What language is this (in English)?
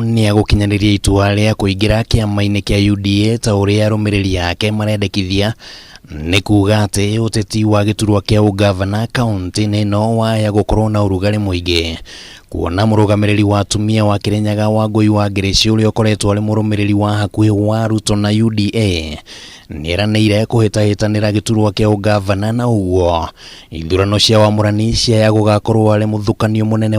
Kikuyu